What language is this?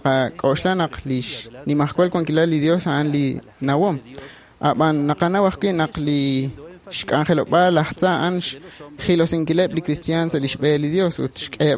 Kekchí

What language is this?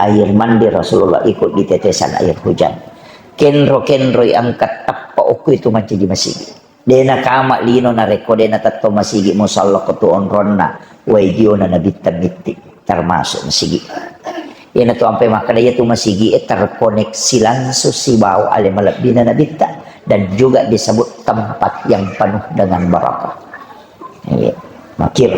Buginese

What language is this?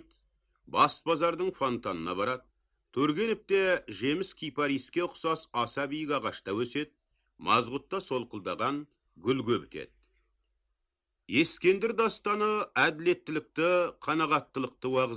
Kazakh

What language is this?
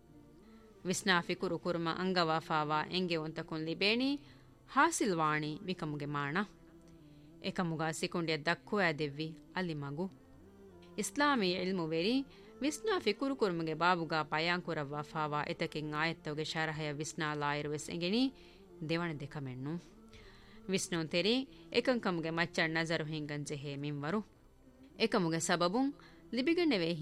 Divehi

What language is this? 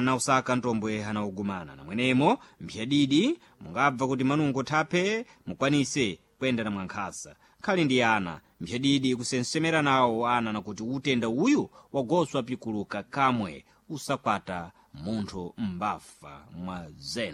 Sena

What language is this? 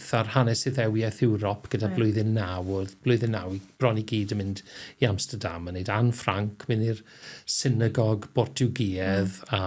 Welsh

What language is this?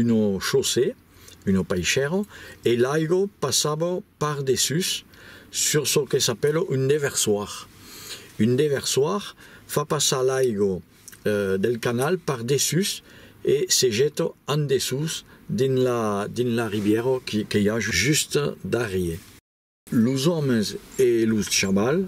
Occitan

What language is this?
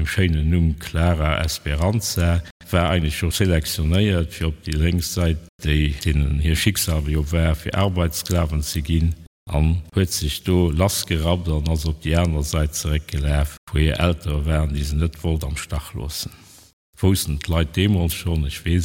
Luxembourgish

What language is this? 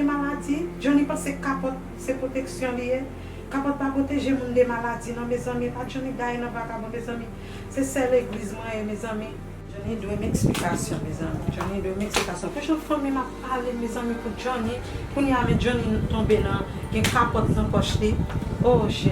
Haitian Creole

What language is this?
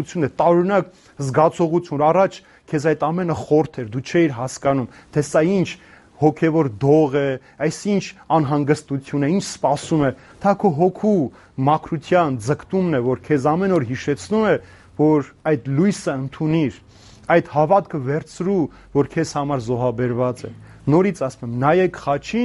Armenian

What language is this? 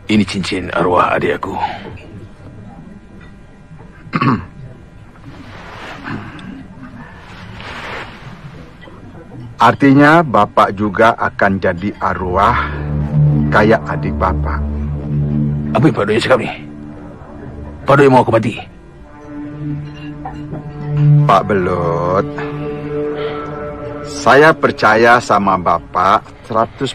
Malay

